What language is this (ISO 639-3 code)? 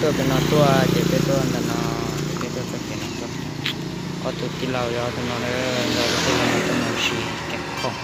hmn